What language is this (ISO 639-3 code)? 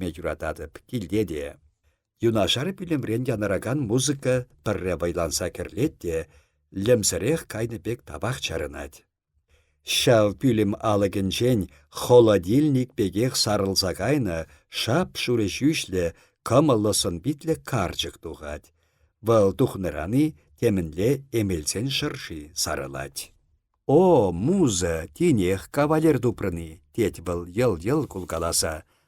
chv